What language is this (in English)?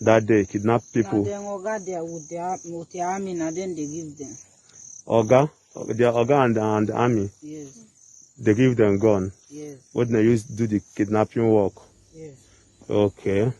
Igbo